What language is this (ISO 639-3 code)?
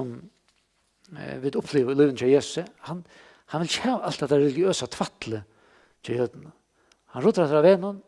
fao